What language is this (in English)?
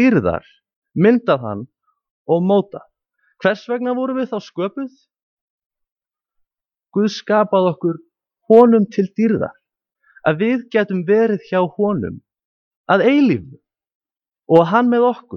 Icelandic